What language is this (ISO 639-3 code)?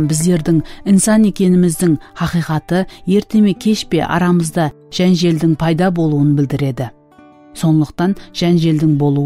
kaa